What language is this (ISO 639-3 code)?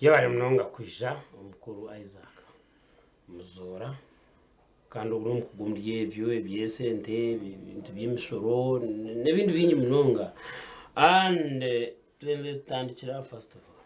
nyn